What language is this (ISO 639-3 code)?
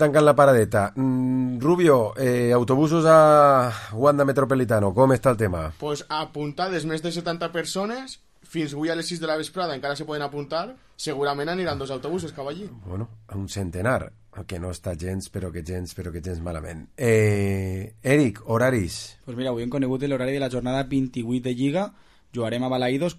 cat